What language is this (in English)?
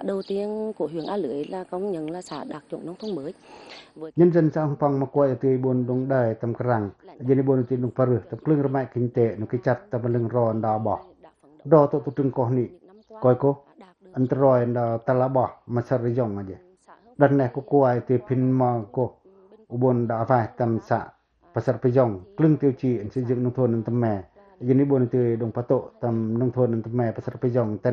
Pacoh